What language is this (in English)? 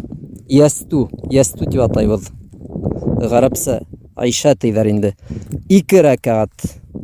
Bashkir